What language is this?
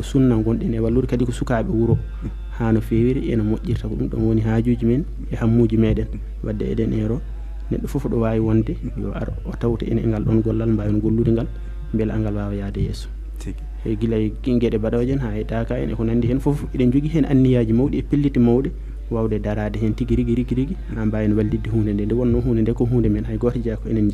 Fula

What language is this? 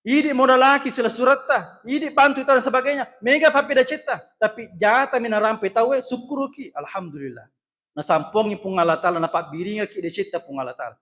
Buginese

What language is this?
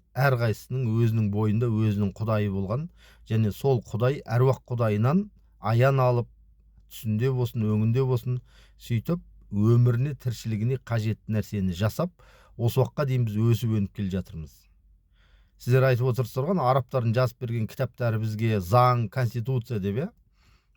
Kazakh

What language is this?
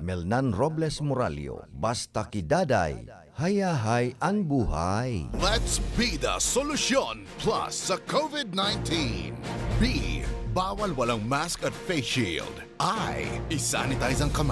Bikol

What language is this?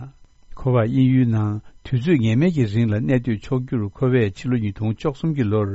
Tibetan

